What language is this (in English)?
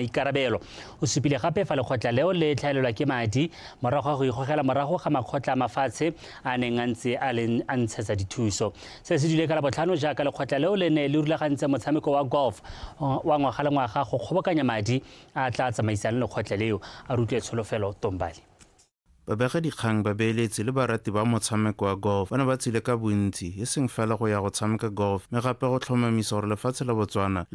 Tswana